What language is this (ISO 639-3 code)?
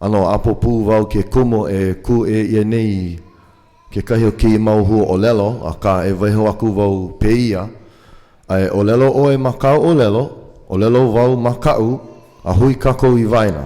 haw